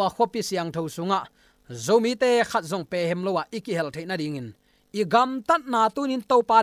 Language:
Tedim Chin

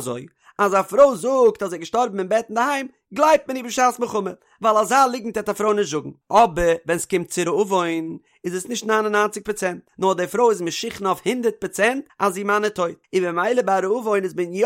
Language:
Yiddish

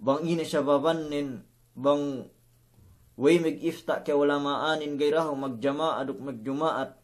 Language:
Yakan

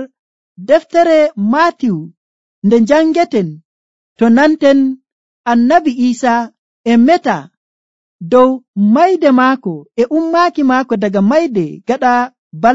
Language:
Nigerian Fulfulde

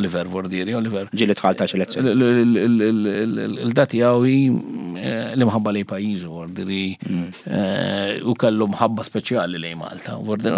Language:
Maltese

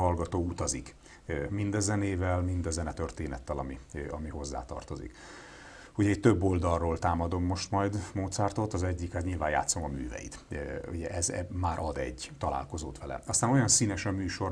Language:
Hungarian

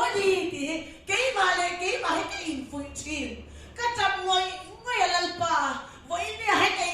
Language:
Mizo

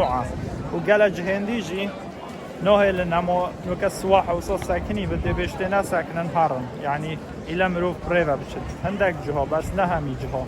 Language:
Kurdish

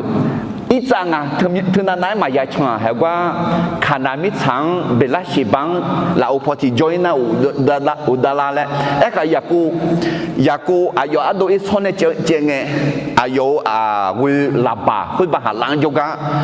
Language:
Akha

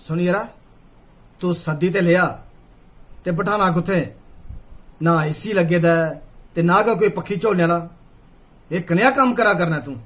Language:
Dogri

